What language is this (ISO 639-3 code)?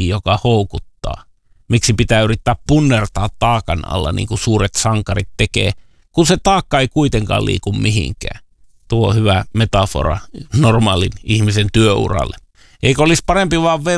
fin